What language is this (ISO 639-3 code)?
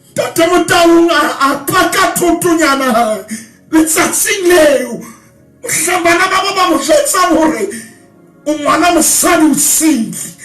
sot